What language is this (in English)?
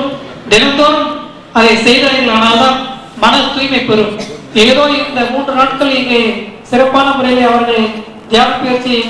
Tamil